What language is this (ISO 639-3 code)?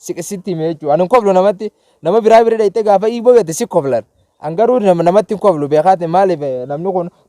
orm